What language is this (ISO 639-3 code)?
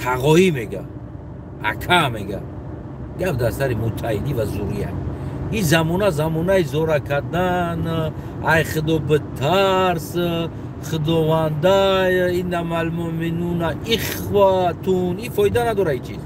tgk